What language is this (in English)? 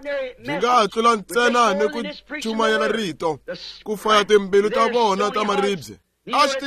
Tsonga